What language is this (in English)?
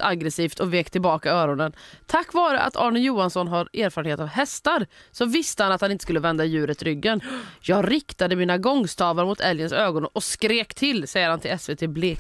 Swedish